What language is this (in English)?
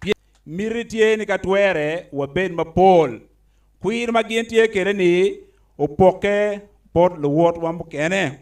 Acoli